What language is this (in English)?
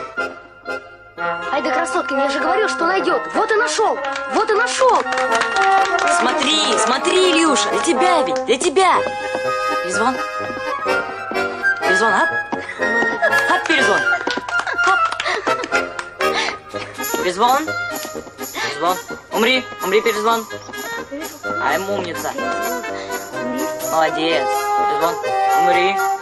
Russian